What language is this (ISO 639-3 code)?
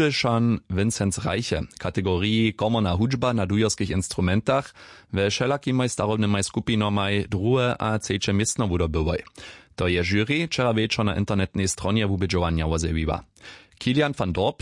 hsb